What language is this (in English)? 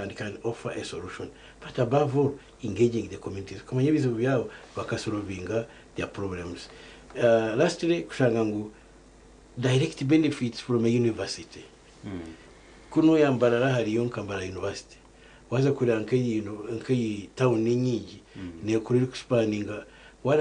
Nyankole